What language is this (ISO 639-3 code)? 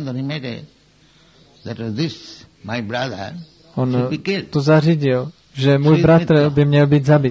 ces